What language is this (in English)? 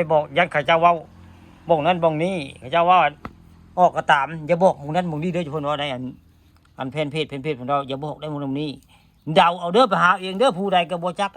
Northeastern Thai